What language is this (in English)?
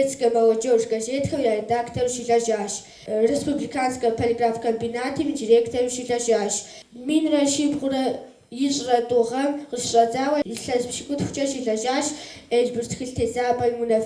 Kabardian